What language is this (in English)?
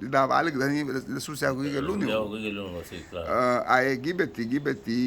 Garifuna